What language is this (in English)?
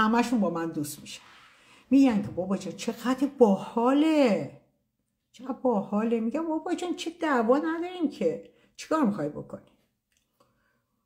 Persian